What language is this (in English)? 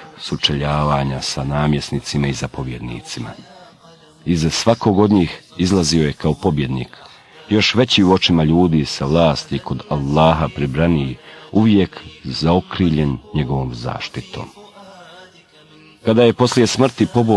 Bosnian